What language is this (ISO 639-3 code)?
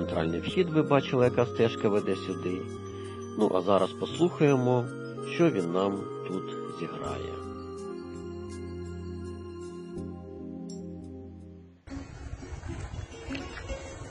ukr